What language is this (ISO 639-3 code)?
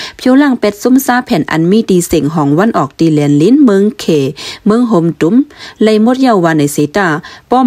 shn